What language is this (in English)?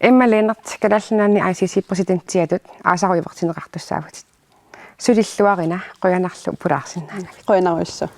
Kalaallisut